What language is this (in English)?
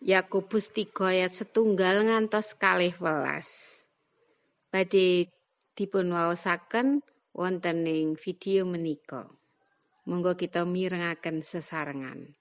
Javanese